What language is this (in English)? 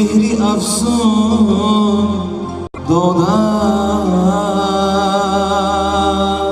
Tajik